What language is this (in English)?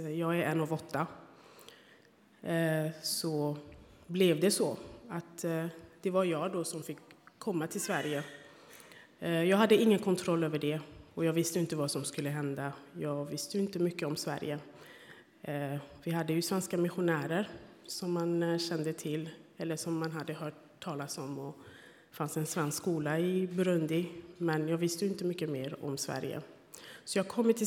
Swedish